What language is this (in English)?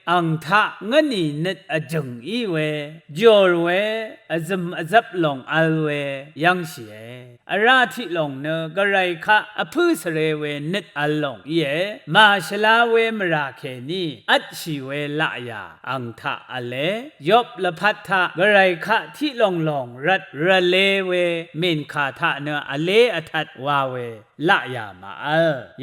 Rawang